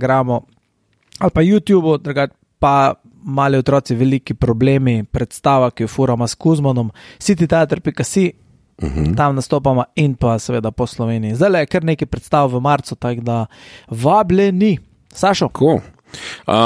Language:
Slovenian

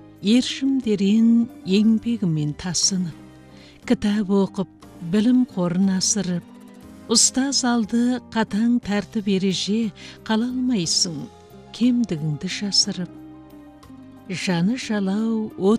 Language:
Kazakh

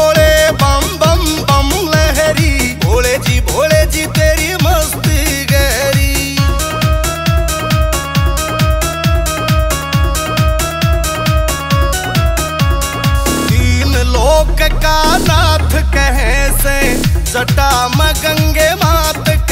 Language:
Haryanvi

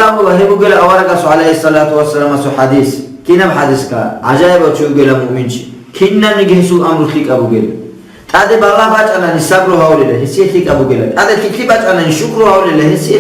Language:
Avaric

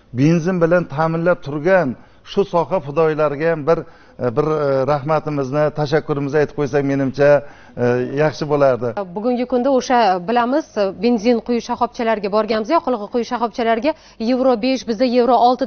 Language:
Uzbek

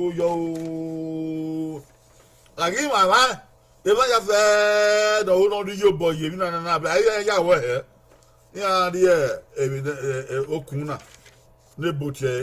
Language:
Bini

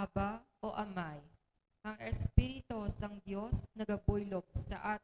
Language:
Hiligaynon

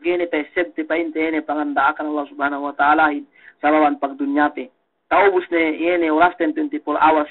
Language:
Yakan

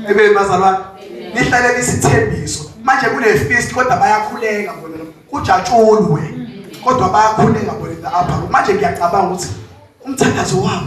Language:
Zulu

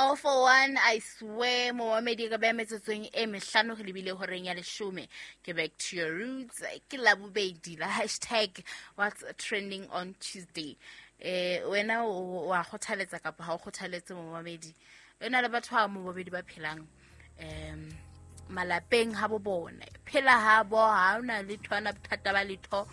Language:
Southern Sotho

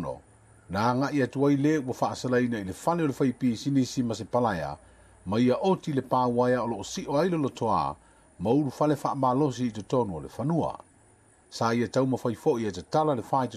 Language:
Samoan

